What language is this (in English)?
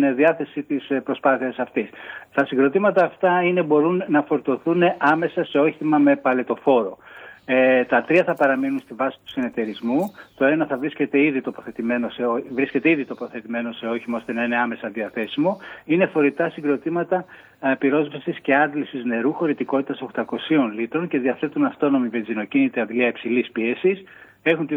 Greek